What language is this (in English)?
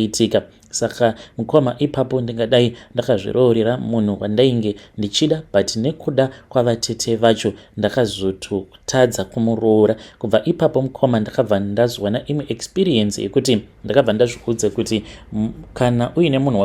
Shona